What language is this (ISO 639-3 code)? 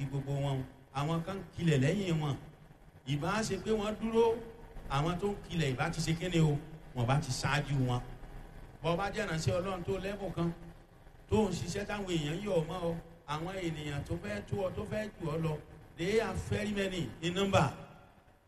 yor